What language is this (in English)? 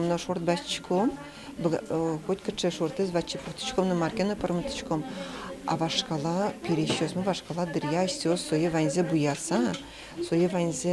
Udmurt